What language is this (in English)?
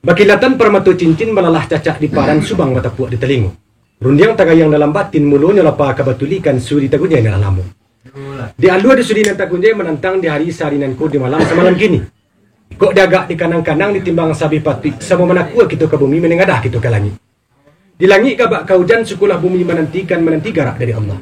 Minangkabau